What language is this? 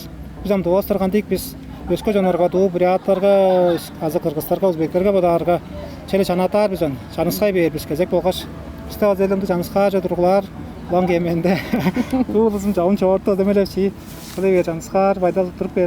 Tuvinian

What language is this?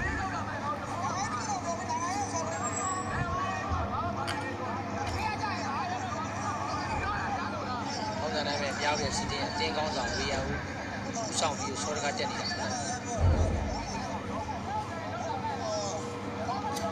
Burmese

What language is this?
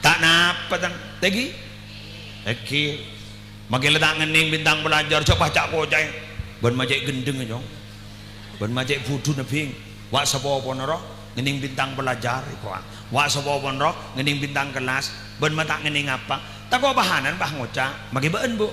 Madurese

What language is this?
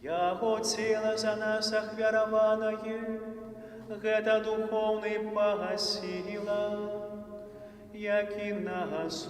Belarusian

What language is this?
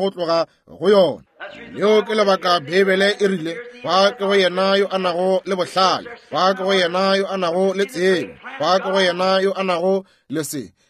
Northern Sotho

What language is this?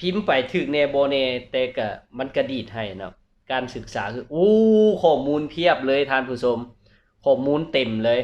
Lao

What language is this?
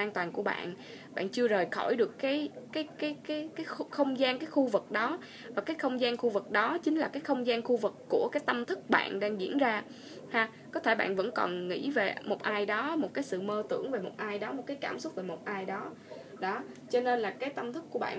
Vietnamese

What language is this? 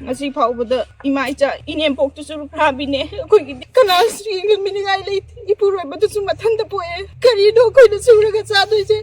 Manipuri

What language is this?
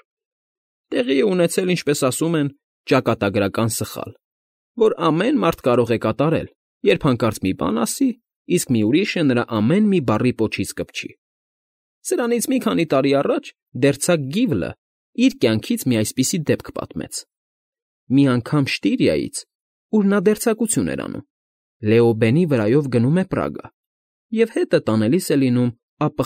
Armenian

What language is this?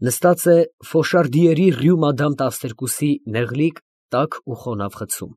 Armenian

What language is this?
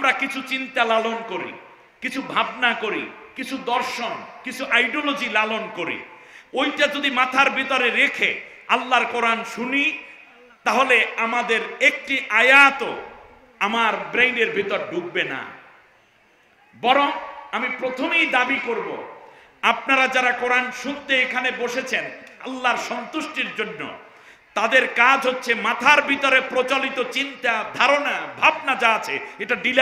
Bangla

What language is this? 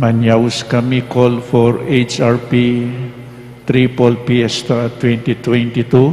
Pampanga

